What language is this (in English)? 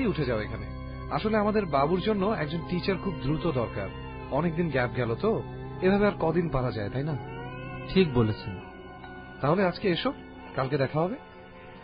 Bangla